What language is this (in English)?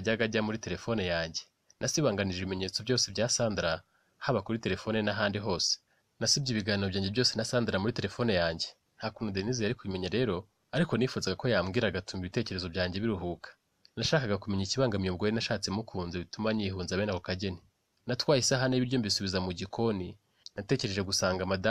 Kinyarwanda